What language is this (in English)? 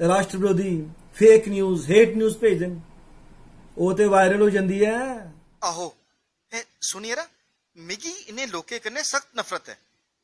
Dogri